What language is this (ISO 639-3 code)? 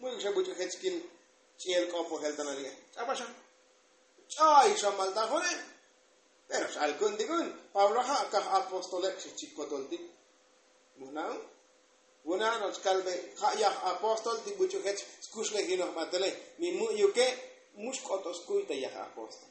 tzo